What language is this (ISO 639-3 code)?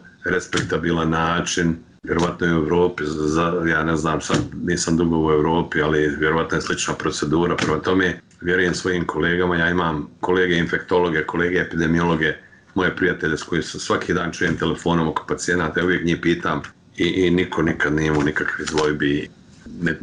bos